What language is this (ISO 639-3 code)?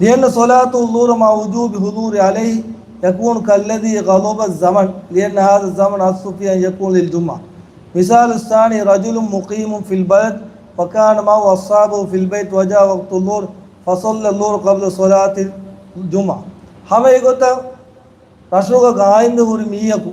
div